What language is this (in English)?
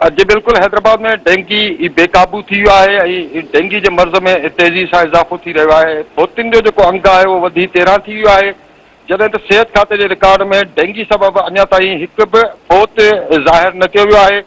Sindhi